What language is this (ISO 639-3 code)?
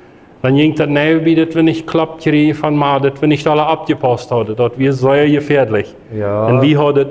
pdt